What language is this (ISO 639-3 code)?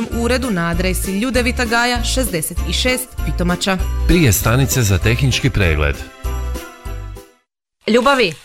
hrv